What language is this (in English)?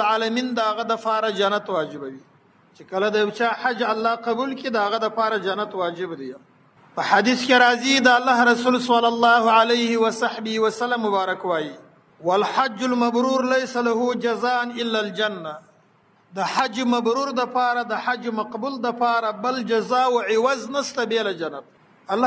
Pashto